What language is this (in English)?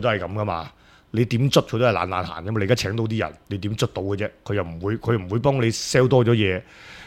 Cantonese